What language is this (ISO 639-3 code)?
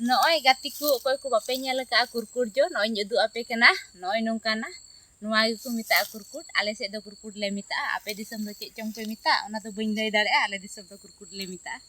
sat